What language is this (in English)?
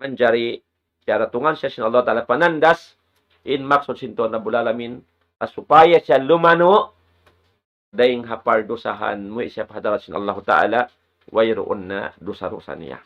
Tausug